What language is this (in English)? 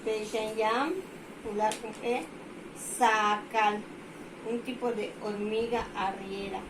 Yucateco